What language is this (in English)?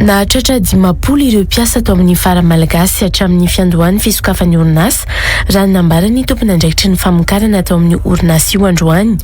Malagasy